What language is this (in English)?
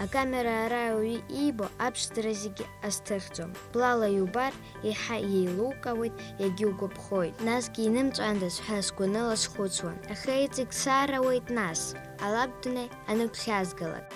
Abkhazian